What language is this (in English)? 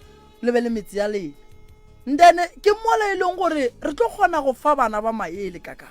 Northern Sotho